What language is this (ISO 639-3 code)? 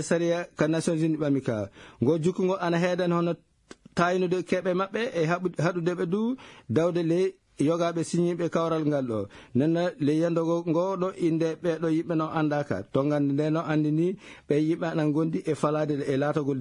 ful